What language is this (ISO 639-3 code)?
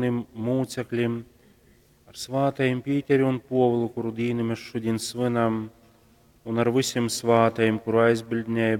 ltg